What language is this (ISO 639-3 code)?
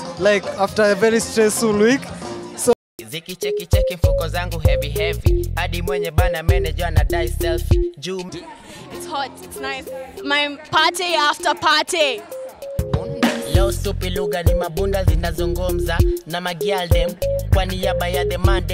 swa